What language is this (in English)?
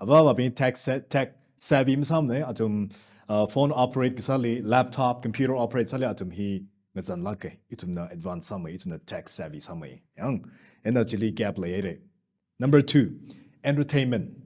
Tangkhul Naga (India)